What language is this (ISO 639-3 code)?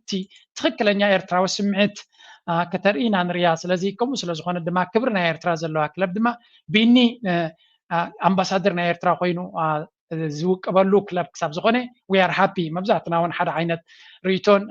tir